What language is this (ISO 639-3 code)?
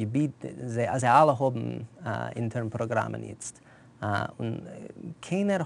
yid